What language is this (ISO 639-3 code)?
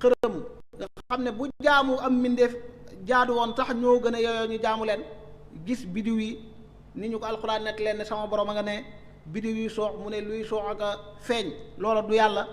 wol